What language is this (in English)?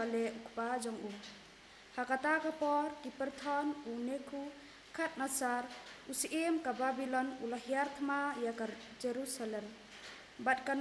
Khasi